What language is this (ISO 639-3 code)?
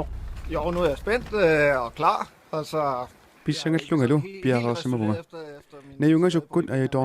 kal